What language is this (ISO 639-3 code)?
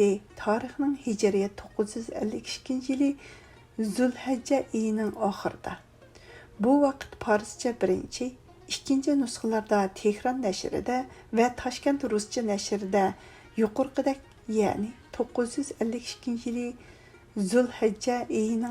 uig